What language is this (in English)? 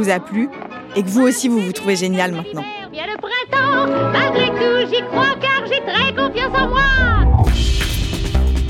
French